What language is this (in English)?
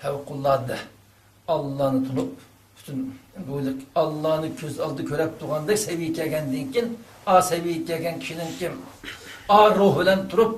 Uyghur